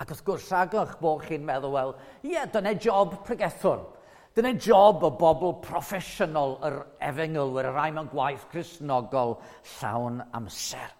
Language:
Welsh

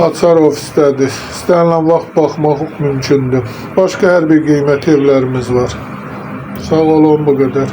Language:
Azerbaijani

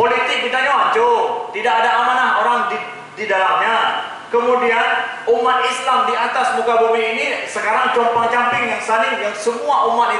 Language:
Achinese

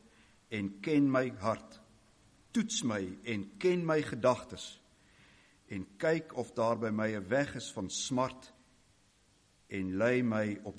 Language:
Afrikaans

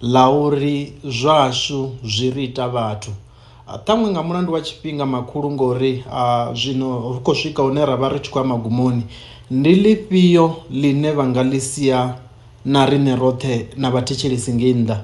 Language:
Venda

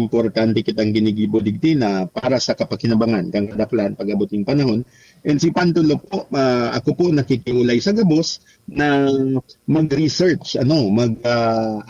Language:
Bikol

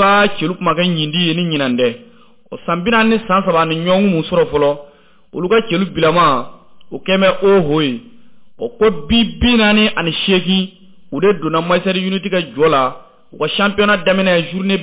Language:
Bambara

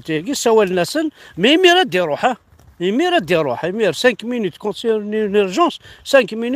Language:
Kabyle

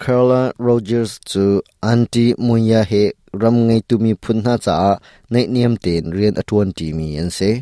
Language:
Hakha Chin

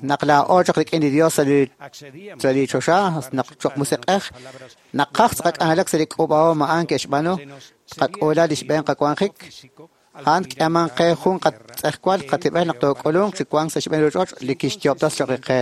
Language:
Kekchí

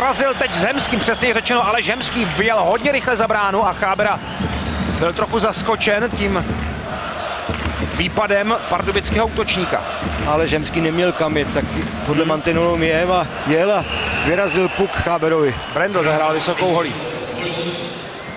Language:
Czech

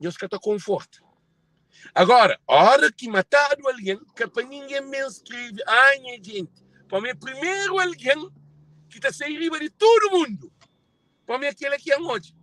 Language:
Kabuverdianu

